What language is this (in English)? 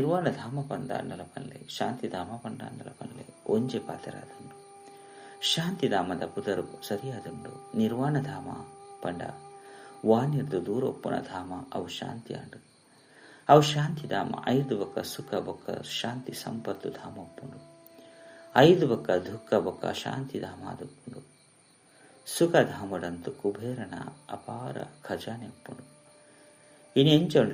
Tulu